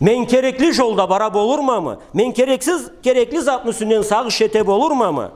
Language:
Karachay-Balkar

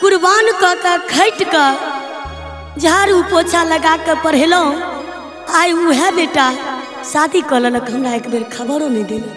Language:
Maithili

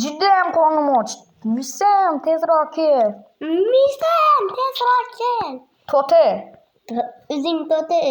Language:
Uzbek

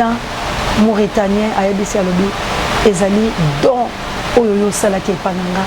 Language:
Lingala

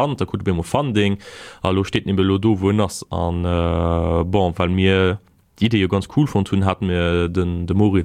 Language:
Luxembourgish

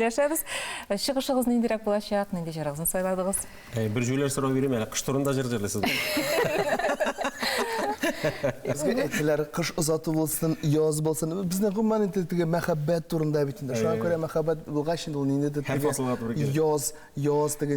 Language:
Tatar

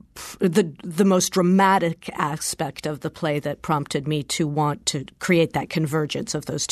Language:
English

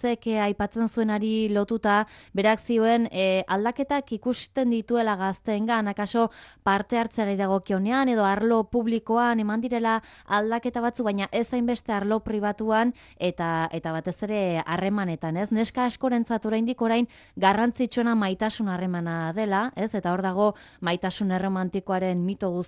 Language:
Basque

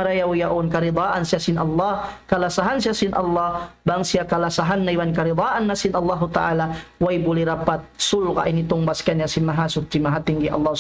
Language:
Tausug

